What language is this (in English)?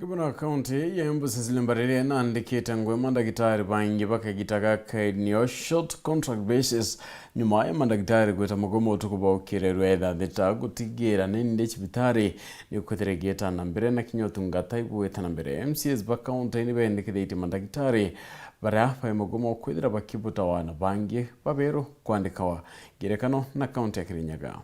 Meru